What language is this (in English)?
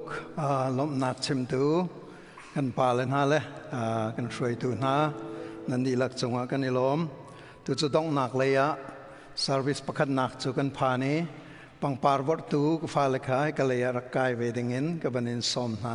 Hakha Chin